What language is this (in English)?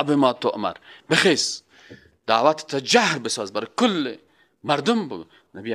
Persian